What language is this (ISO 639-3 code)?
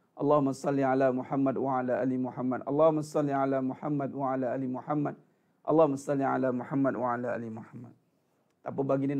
msa